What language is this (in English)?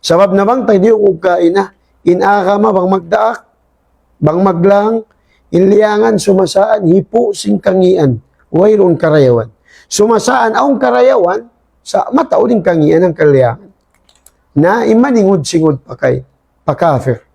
Tausug